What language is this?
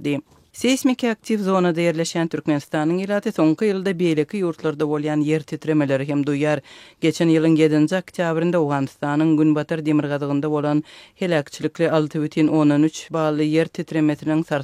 Turkmen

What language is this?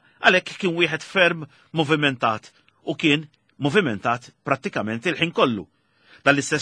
Maltese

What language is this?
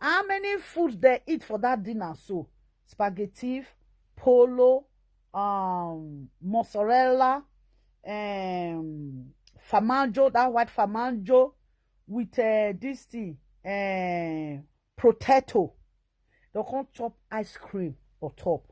Nigerian Pidgin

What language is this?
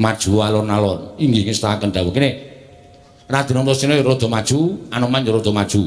Javanese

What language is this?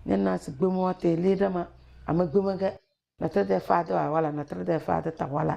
Tem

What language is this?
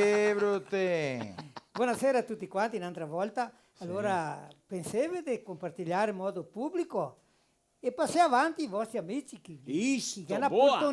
Venetian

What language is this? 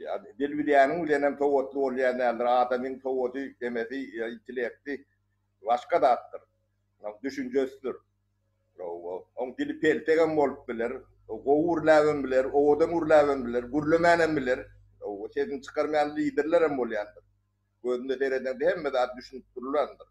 Turkmen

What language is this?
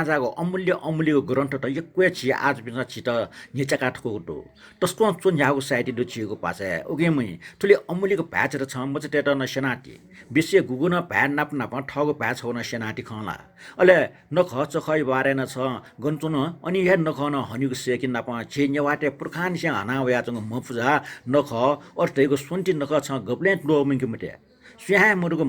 Newari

